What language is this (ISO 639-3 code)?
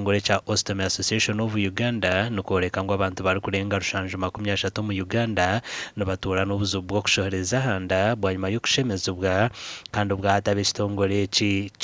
nyn